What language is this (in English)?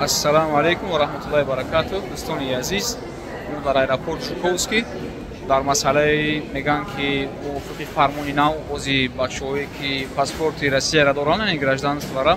Tajik